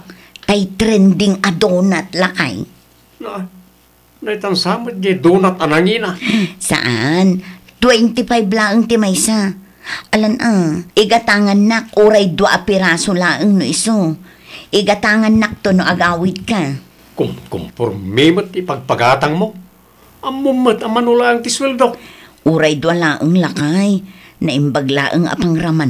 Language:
Iloko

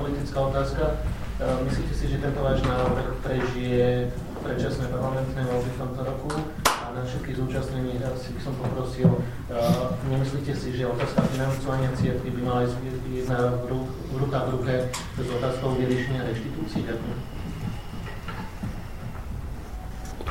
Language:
Slovak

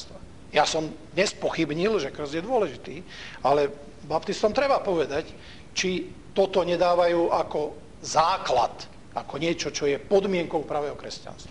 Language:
Slovak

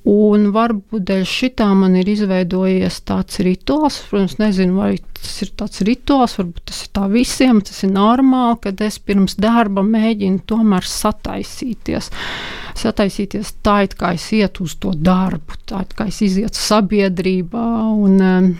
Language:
Latvian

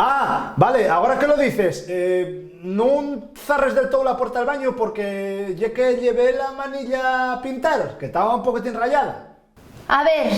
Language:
Asturian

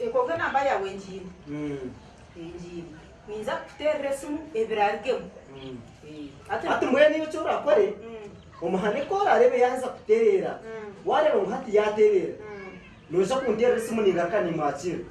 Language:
Nyankole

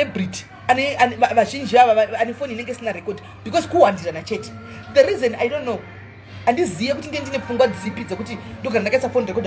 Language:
Shona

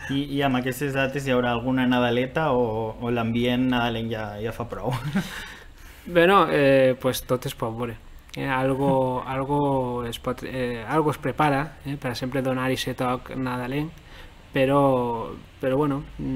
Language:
Catalan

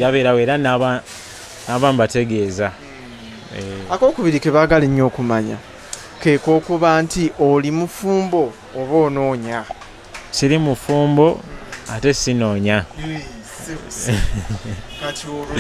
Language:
Ganda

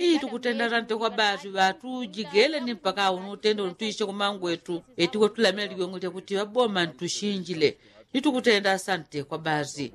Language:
Yao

